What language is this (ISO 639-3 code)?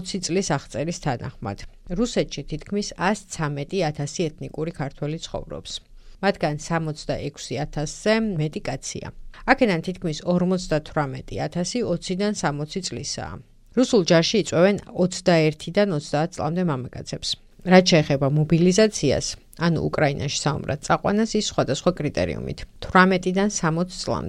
kat